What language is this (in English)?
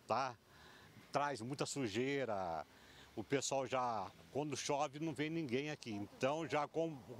Portuguese